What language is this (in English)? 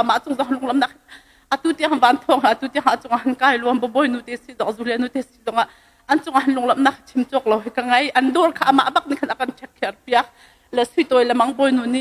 Hakha Chin